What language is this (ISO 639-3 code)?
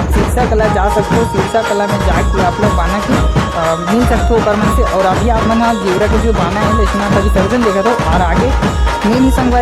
hne